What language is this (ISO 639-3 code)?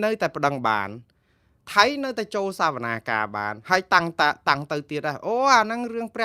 khm